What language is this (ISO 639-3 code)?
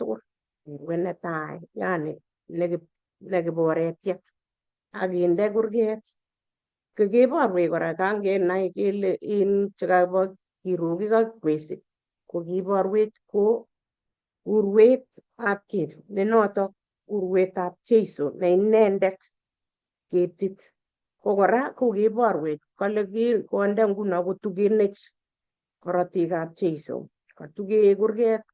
kln